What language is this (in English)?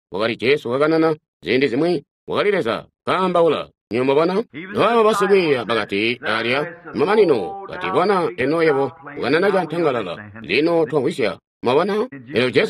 Tonga (Zambia)